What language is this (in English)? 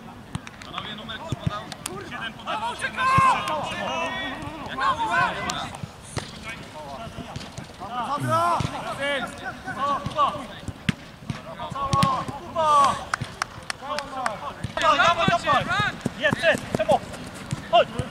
Polish